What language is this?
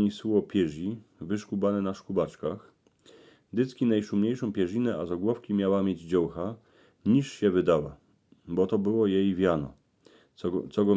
Silesian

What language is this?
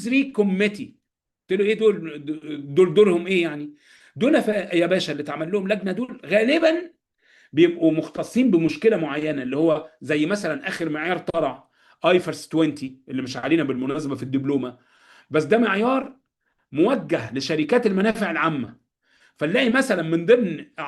Egyptian Arabic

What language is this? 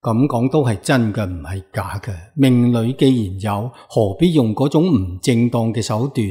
Cantonese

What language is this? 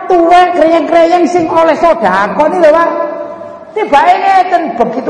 Javanese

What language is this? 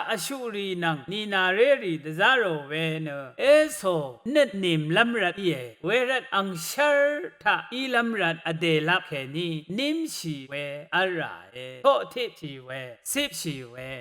Rawang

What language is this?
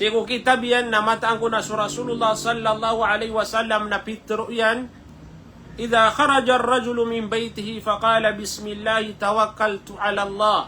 Maranao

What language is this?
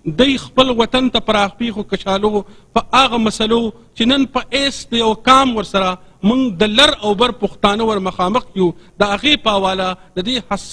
Pashto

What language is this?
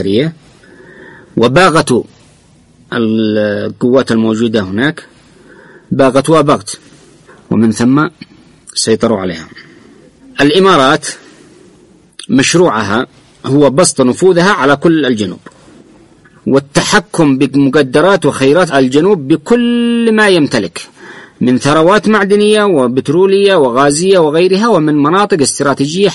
Arabic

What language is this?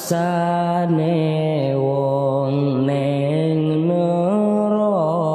Javanese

